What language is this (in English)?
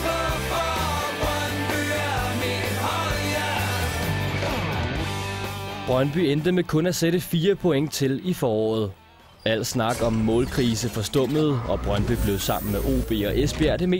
Danish